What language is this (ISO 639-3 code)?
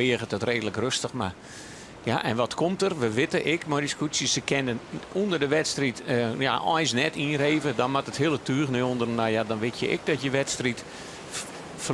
fry